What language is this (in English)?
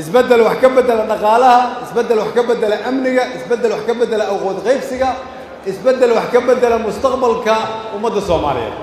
Somali